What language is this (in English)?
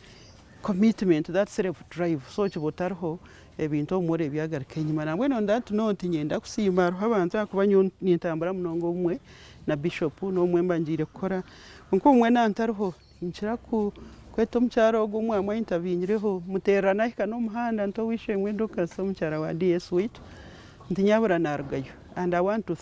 Nyankole